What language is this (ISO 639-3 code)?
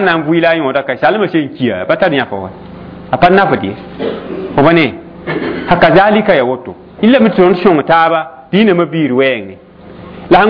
mos